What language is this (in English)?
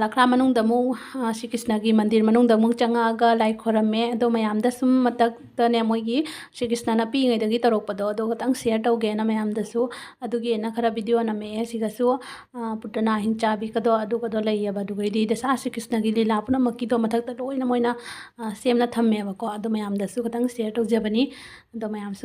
Manipuri